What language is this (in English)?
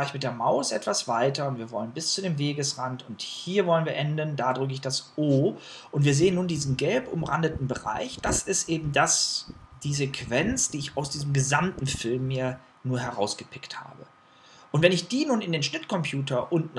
German